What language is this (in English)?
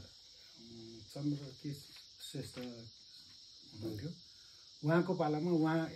Nepali